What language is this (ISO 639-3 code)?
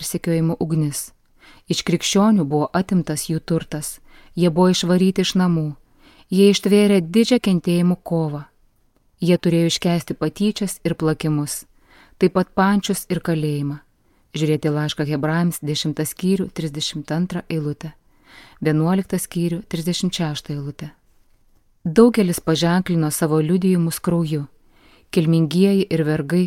lit